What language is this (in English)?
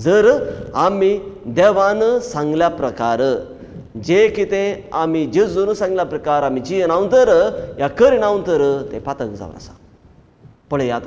Konkani